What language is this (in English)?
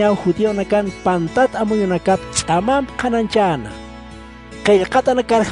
Aymara